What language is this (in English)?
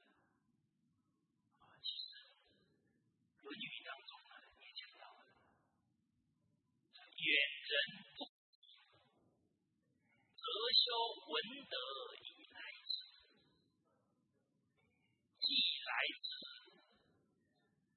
Chinese